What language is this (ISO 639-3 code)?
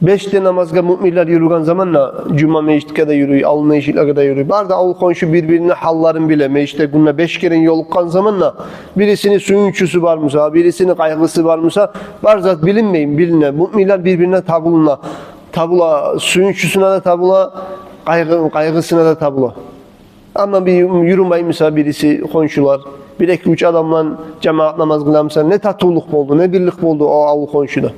kum